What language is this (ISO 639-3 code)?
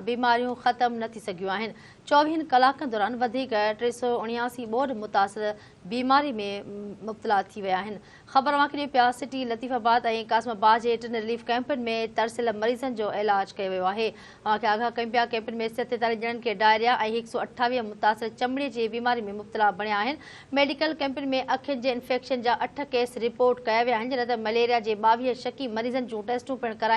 snd